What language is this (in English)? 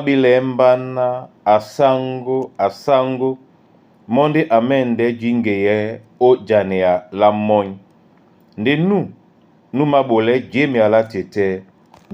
Duala